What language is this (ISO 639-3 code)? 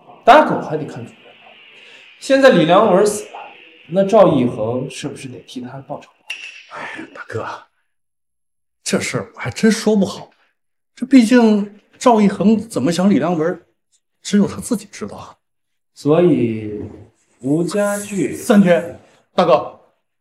zho